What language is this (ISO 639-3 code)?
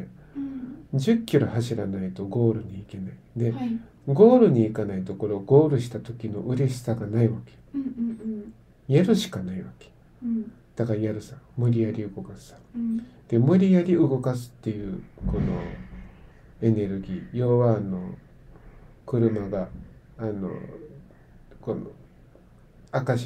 jpn